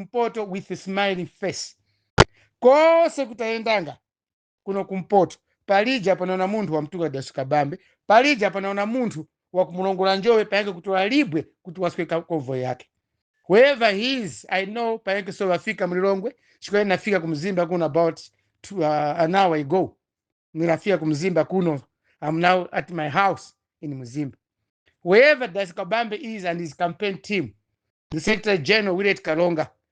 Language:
Nyanja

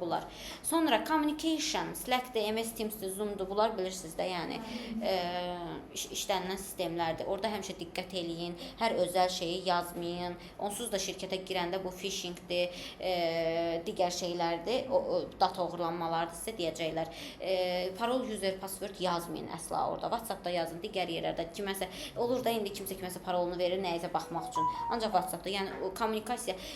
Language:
Azerbaijani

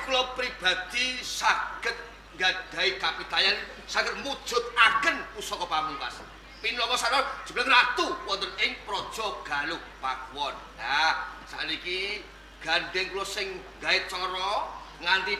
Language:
Javanese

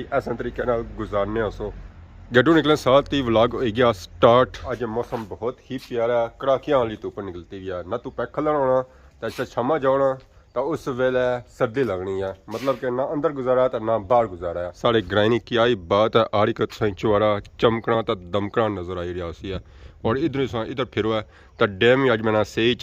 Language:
Pahari-Potwari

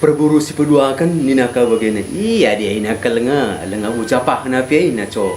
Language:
Batak Karo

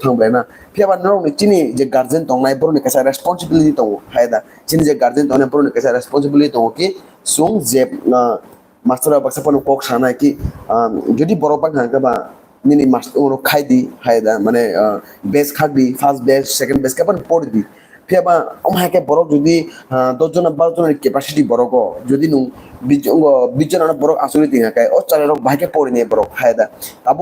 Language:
Kok Borok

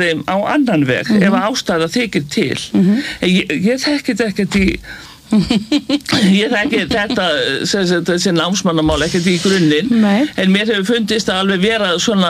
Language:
Icelandic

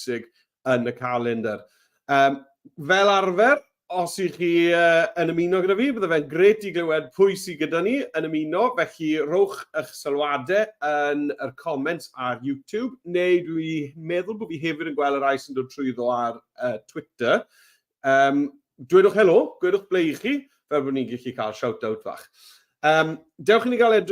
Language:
Welsh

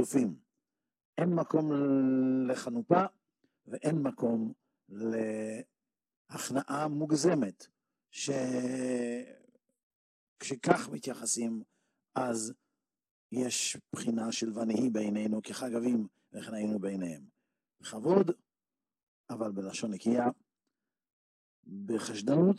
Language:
Hebrew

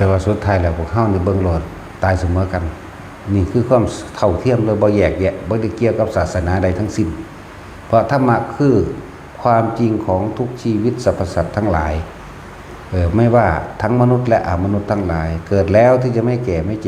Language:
Northeastern Thai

